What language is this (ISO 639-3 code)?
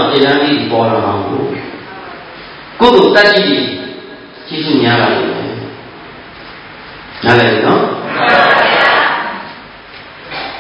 mya